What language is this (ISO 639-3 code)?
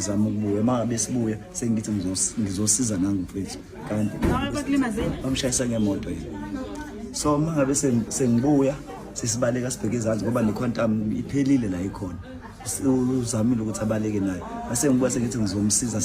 zul